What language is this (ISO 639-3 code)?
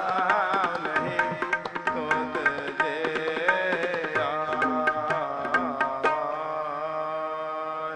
pan